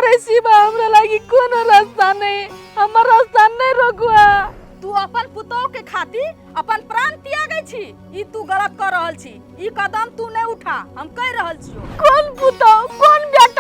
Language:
Maithili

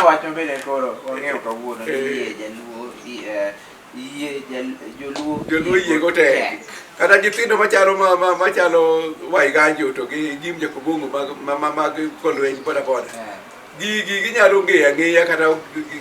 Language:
Luo (Kenya and Tanzania)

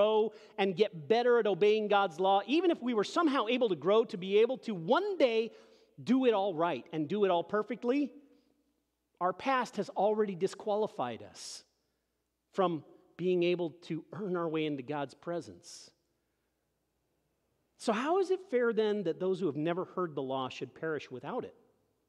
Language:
English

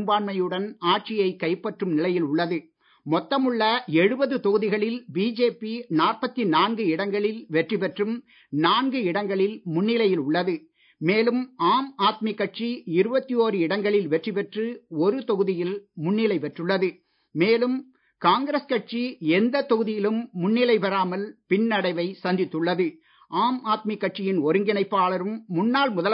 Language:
Tamil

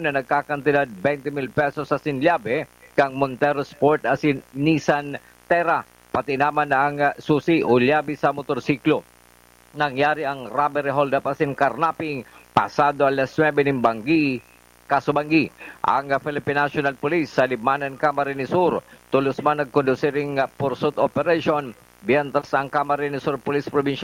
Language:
Bikol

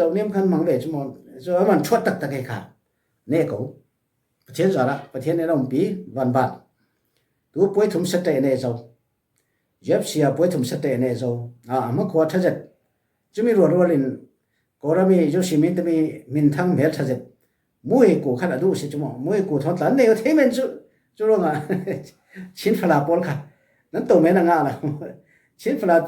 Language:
Falam Chin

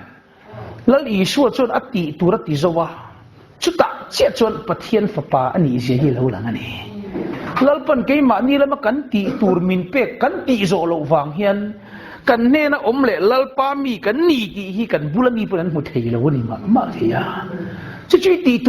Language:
Mizo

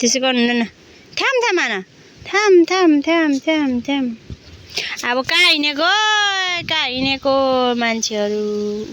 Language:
Nepali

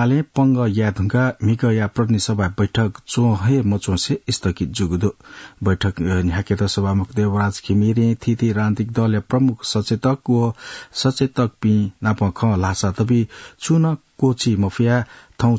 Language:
Newari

